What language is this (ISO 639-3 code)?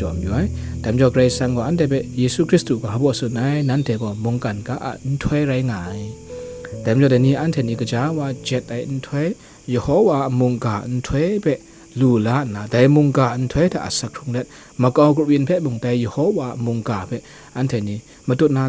kac